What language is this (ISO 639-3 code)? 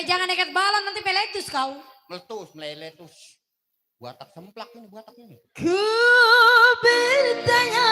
bew